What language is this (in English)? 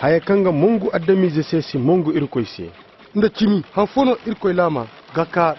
Koyraboro Senni